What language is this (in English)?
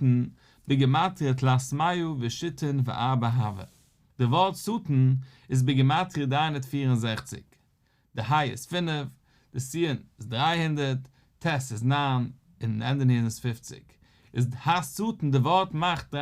Yiddish